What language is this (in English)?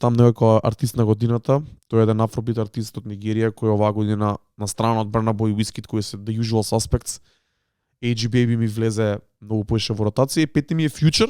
Macedonian